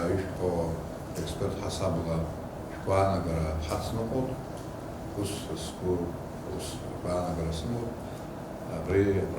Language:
Abkhazian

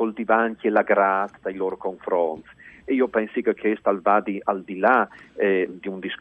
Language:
Friulian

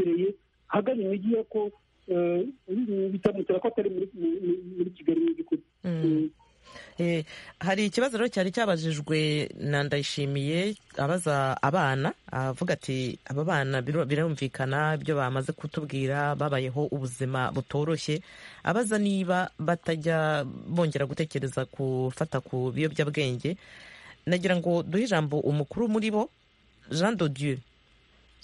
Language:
Kinyarwanda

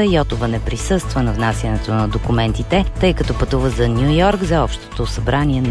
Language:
Bulgarian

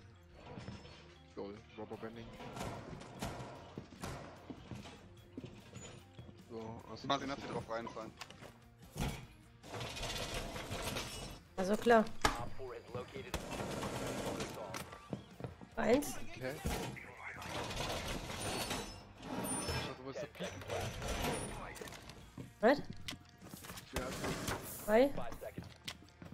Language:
German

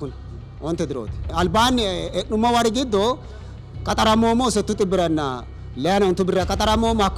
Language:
Sidamo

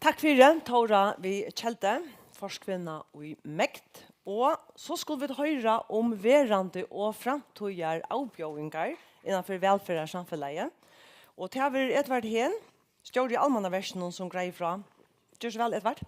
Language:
Faroese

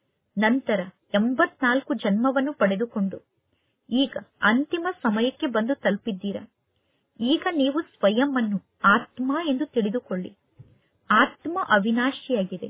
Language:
Kannada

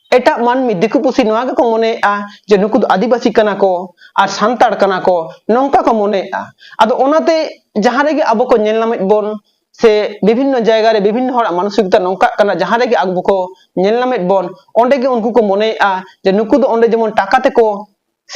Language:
Santali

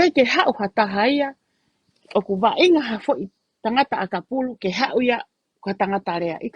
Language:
Tongan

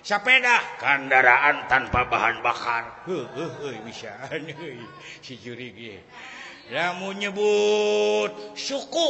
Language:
Sundanese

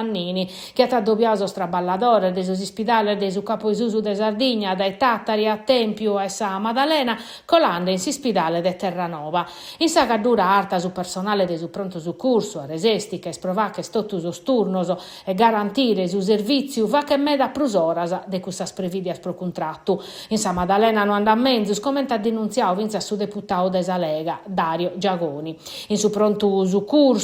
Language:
Sardinian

